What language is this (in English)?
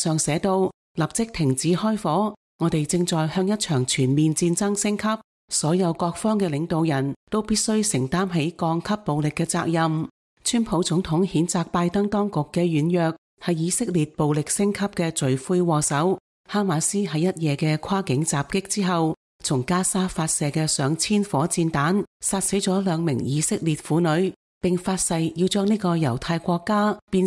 Cantonese